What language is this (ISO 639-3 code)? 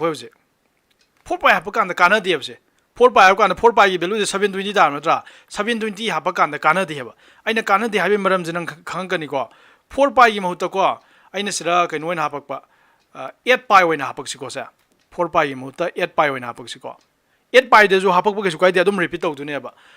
mni